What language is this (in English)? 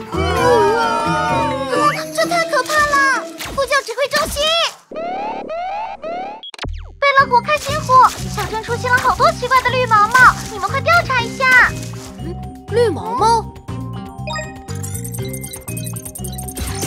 Chinese